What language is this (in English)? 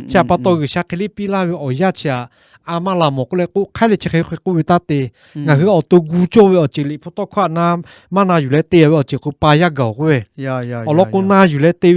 Lahu